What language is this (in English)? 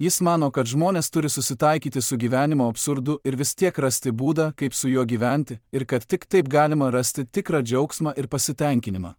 Lithuanian